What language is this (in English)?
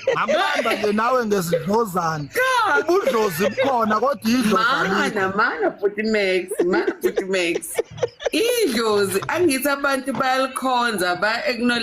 Zulu